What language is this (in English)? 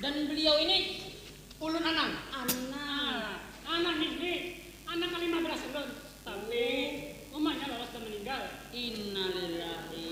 Banjar